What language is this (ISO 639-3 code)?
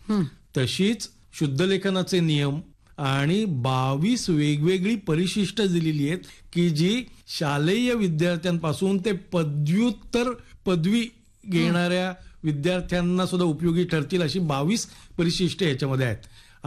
mar